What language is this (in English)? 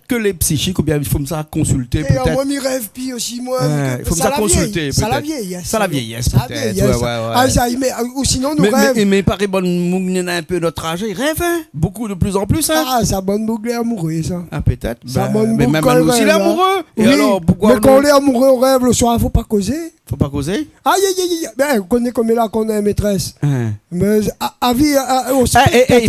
Réunion Creole French